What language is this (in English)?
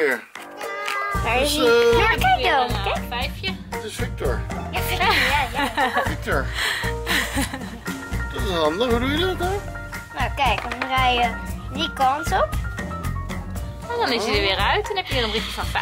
Dutch